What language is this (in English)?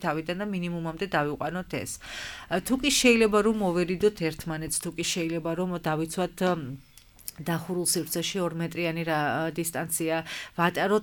Georgian